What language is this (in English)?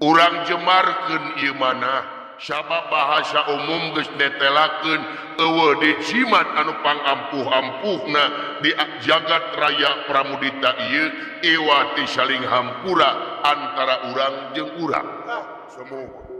Sundanese